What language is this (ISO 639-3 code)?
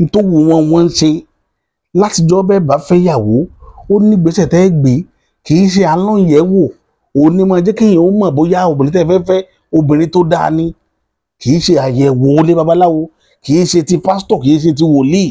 yor